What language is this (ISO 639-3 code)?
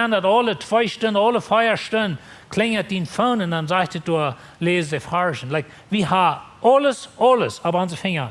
pdt